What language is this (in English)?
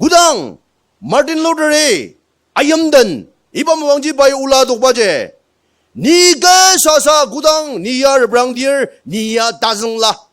Ao Naga